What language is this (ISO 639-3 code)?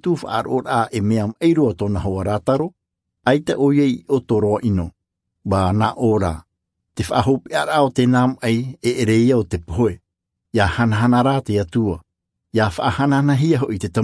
tah